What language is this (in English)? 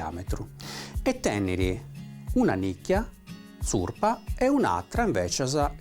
Sardinian